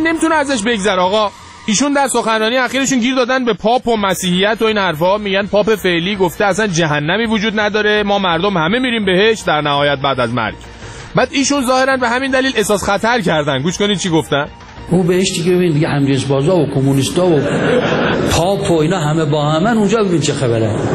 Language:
Persian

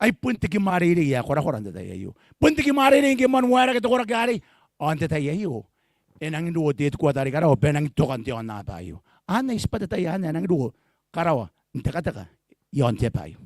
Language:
Gilbertese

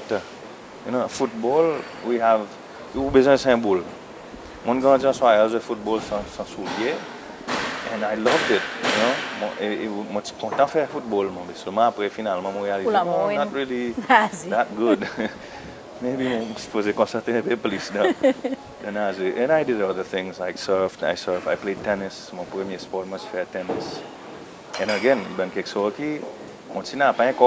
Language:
Seselwa Creole French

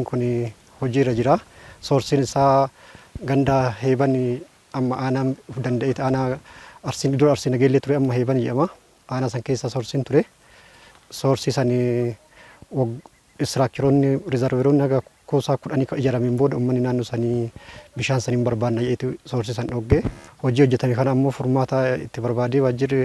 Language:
Oromo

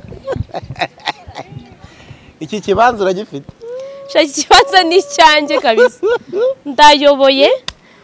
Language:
Kinyarwanda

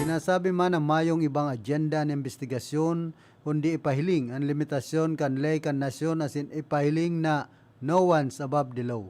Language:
Bikol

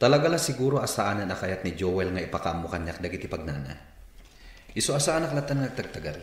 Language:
Iloko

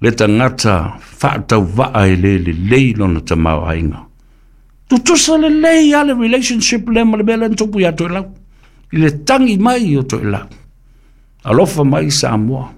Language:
Samoan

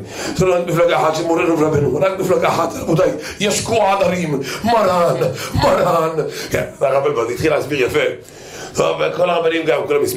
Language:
Hebrew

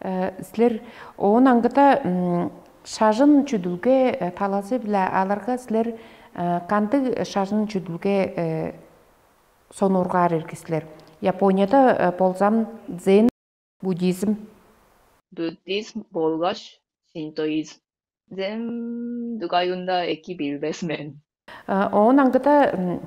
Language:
Tuvinian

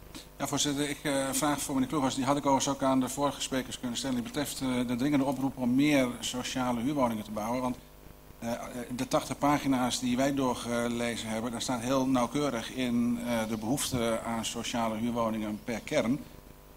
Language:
Dutch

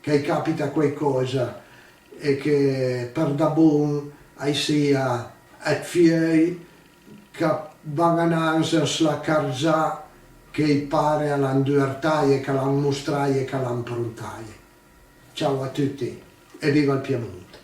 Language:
Piedmontese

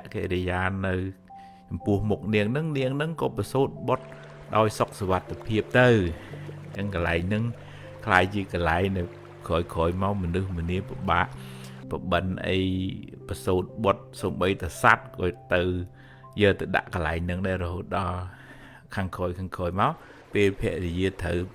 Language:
Khmer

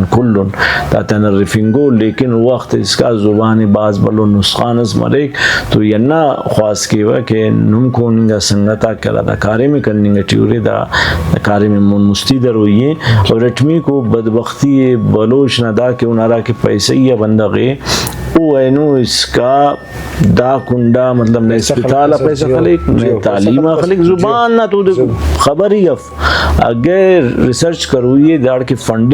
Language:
Brahui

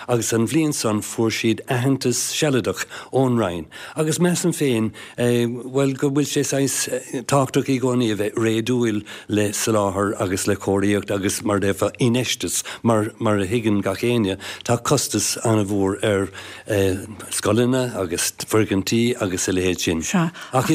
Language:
Irish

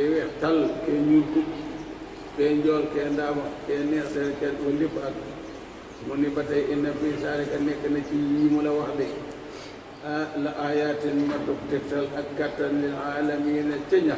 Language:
Wolof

